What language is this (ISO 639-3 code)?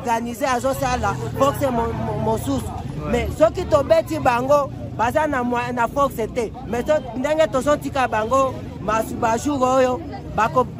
lin